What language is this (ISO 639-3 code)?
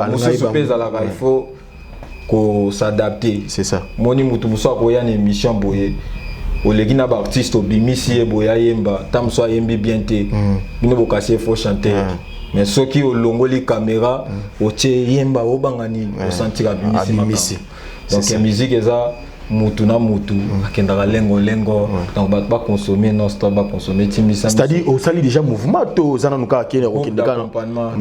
lin